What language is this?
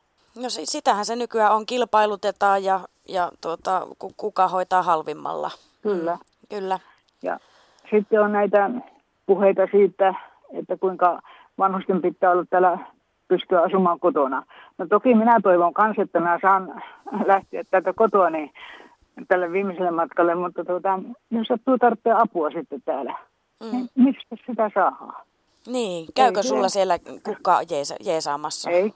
Finnish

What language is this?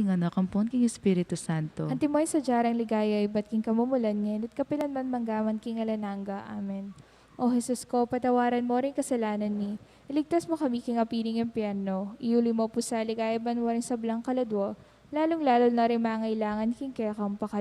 Pampanga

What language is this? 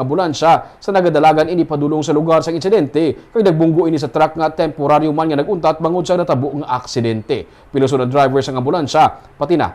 Hiligaynon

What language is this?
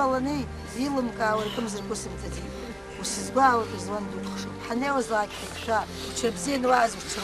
Abkhazian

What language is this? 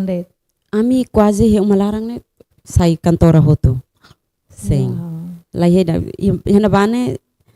Tetum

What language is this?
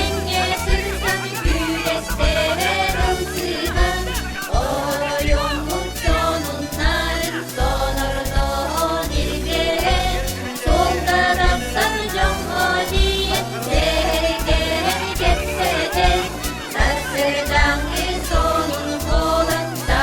Yakut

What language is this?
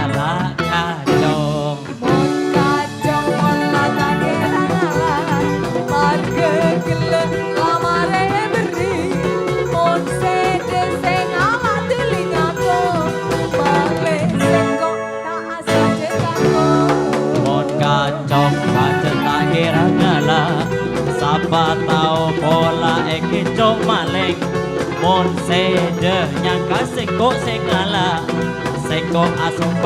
Madurese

